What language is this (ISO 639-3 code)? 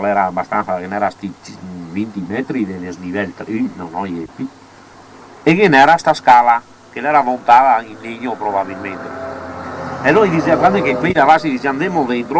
vec